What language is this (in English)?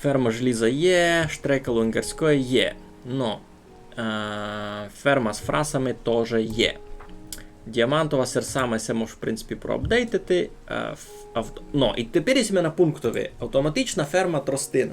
Rusyn